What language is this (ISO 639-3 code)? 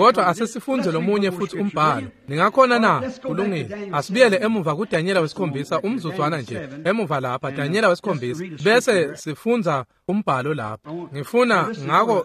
ssw